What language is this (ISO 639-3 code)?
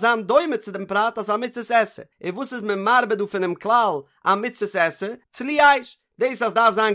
yid